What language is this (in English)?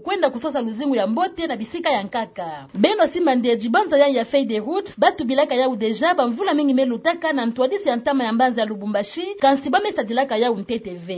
Kituba (Democratic Republic of Congo)